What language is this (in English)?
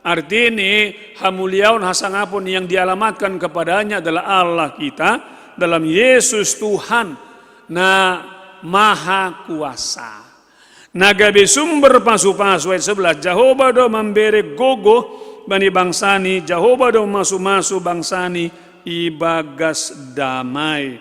Batak Simalungun